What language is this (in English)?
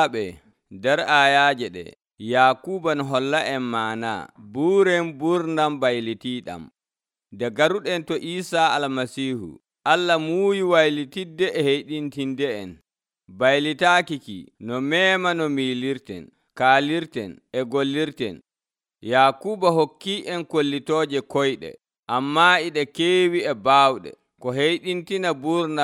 Nigerian Fulfulde